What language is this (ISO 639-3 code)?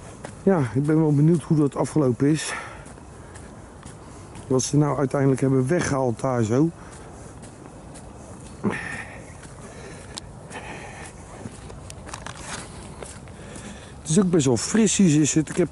nld